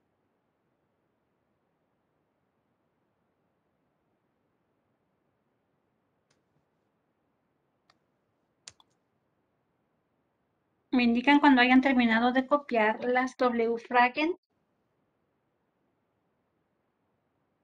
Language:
Spanish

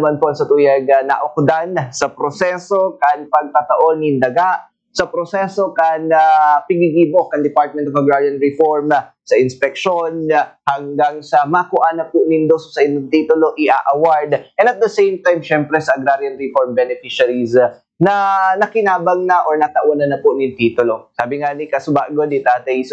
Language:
Bikol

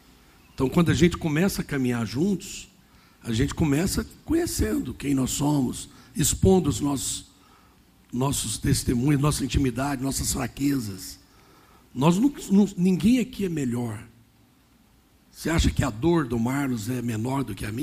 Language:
Portuguese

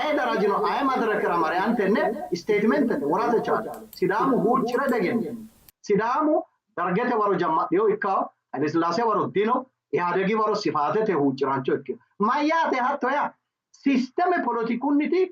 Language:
Sidamo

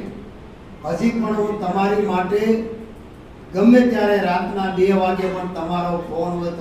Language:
Gujarati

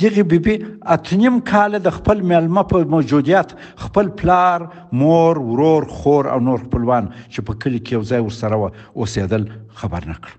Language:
Pashto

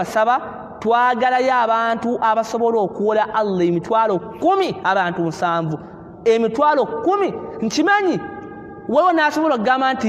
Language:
Ganda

